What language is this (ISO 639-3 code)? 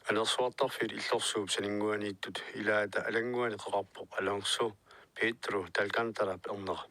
kal